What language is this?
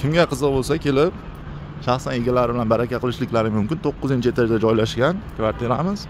Uzbek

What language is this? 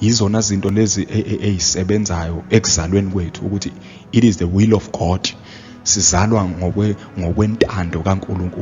Zulu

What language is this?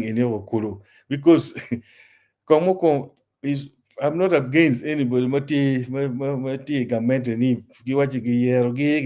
Acoli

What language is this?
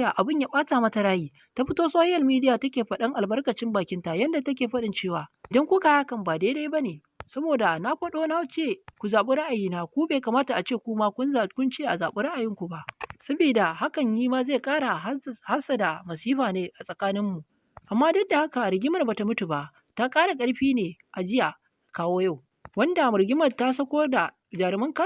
Hausa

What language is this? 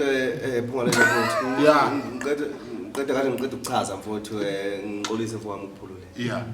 Zulu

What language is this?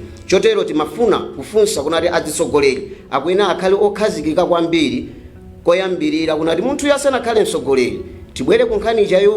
Nyanja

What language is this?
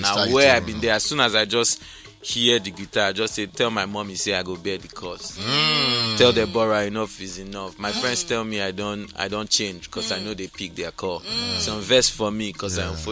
Nigerian Pidgin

